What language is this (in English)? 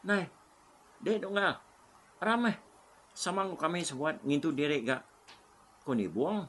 Iban